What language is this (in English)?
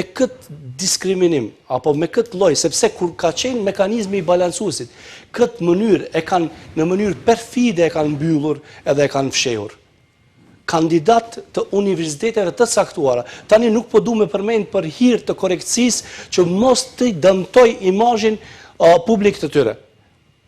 Albanian